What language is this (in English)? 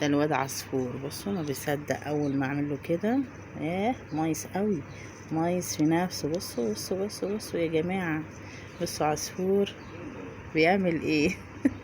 Egyptian Arabic